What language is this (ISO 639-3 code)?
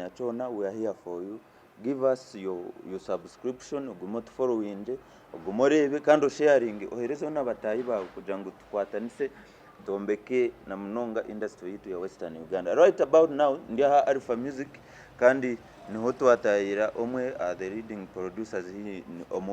nyn